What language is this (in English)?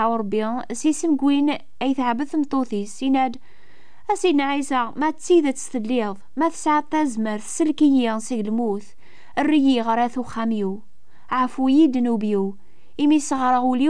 Kabyle